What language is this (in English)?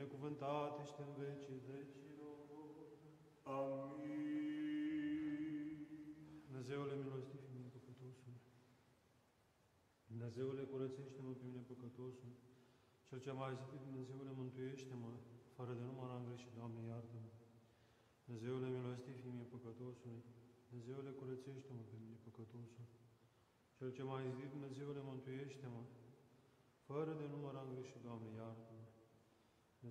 Romanian